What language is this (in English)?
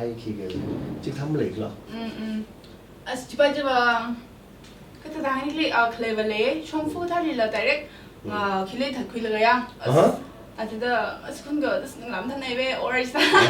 Tangkhul Naga (India)